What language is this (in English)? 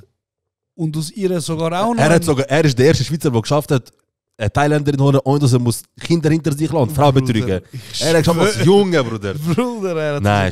Swiss German